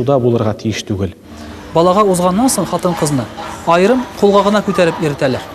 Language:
Tatar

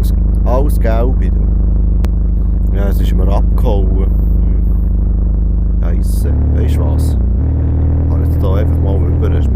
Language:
Swiss German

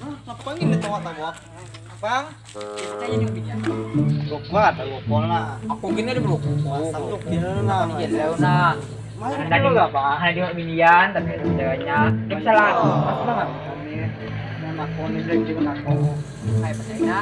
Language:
Banjar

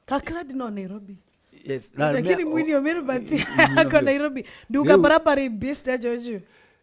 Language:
Meru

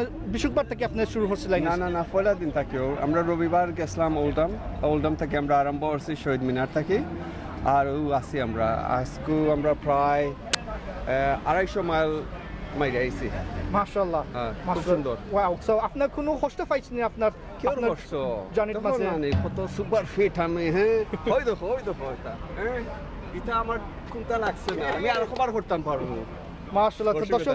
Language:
Sylheti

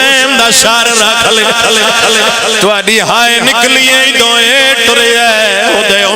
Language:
Pahari-Potwari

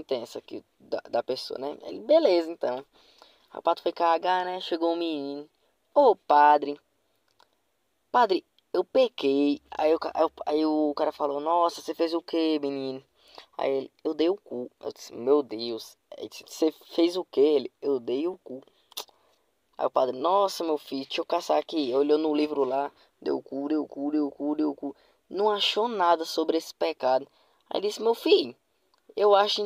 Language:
Portuguese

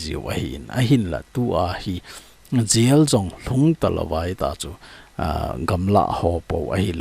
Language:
Thado Chin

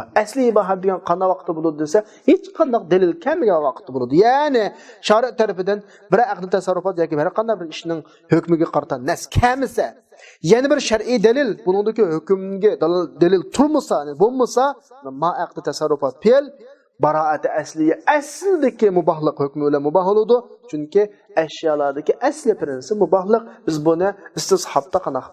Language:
Uyghur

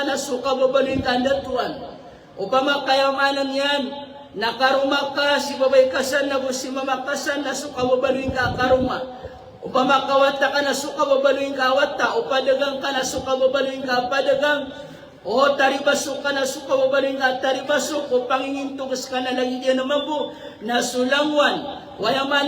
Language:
Maranao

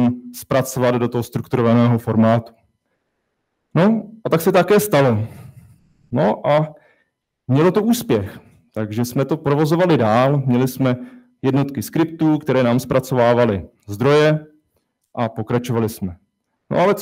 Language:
Czech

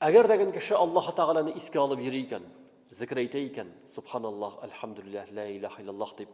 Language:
Tatar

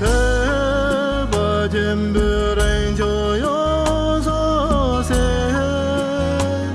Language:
Tibetan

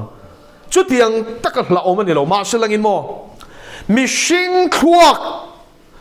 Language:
Mizo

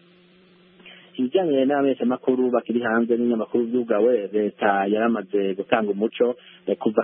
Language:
Kinyarwanda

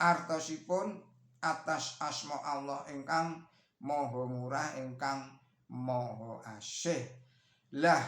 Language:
Javanese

